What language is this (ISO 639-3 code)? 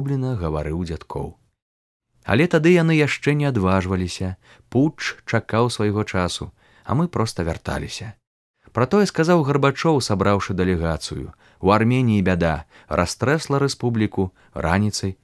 bel